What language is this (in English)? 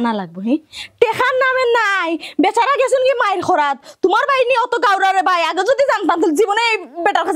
Sylheti